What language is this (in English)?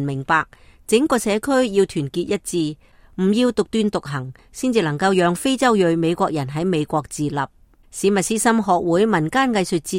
Cantonese